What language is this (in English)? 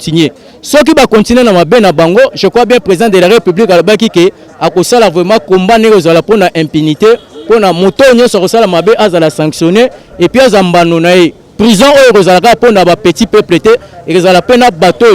Lingala